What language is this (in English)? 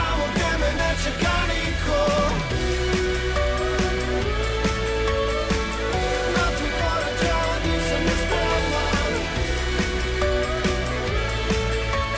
Serbian